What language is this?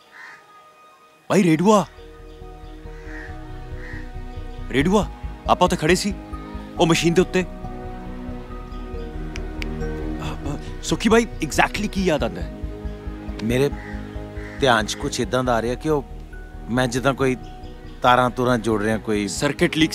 Punjabi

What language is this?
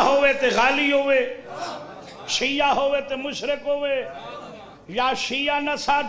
Saraiki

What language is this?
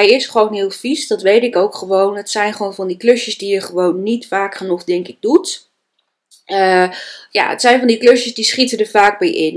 Dutch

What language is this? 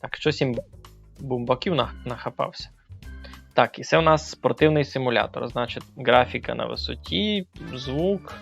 Rusyn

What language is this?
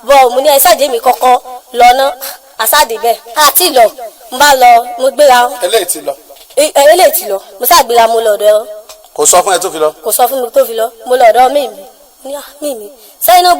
Yoruba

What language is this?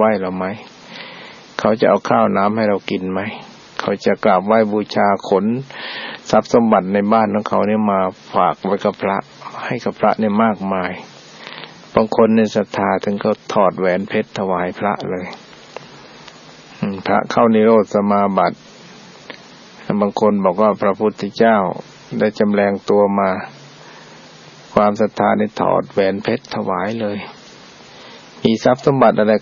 Thai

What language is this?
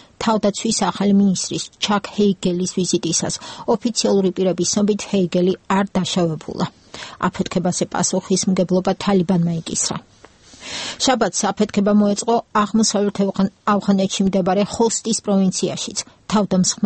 Georgian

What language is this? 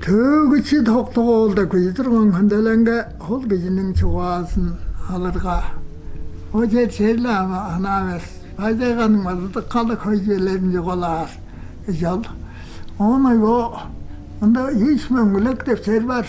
Tuvinian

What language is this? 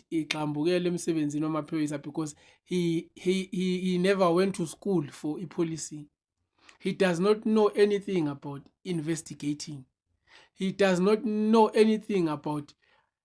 Zulu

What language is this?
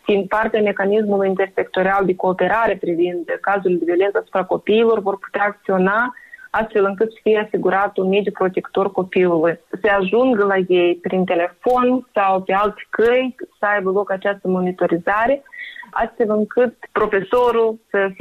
Romanian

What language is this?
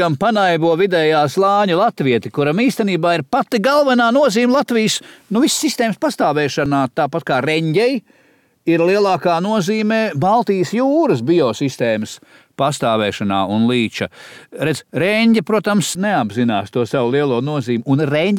Latvian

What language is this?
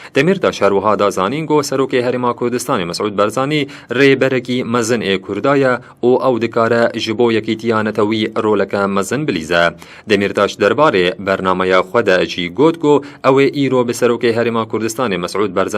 Kurdish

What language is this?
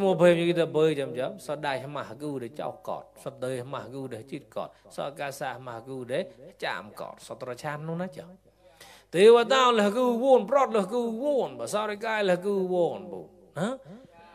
Mon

